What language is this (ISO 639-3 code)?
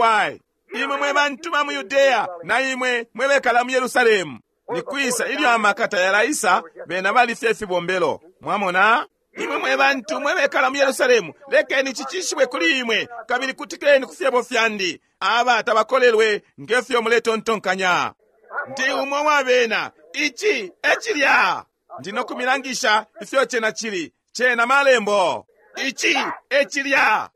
bem